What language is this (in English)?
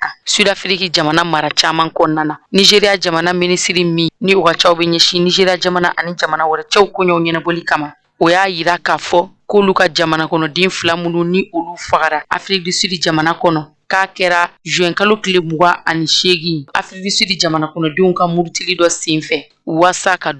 Bambara